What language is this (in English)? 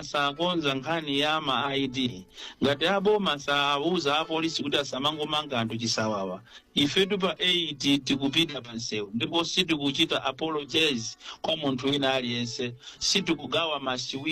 Nyanja